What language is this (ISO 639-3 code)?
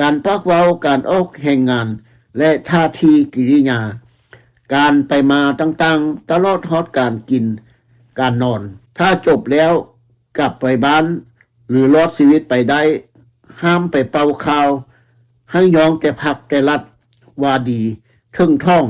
lao